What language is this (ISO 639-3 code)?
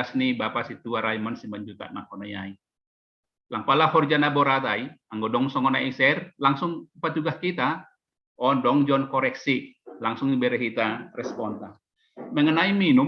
bts